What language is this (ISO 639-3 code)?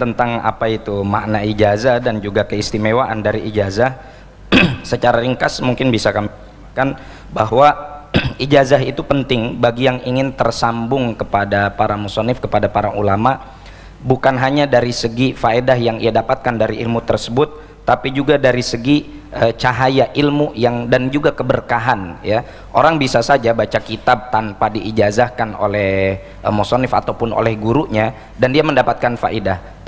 ind